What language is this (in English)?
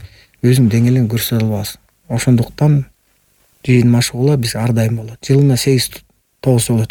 Kyrgyz